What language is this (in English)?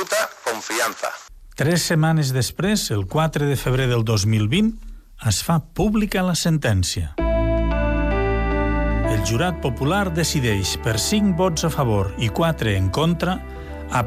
Catalan